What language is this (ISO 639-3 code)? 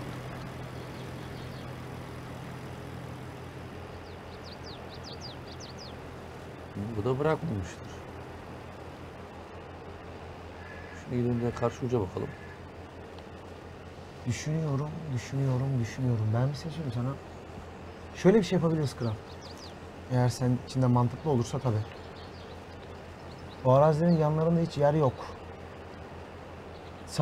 tur